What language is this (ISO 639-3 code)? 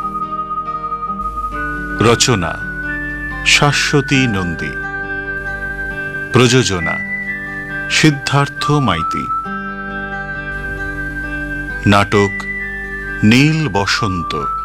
ben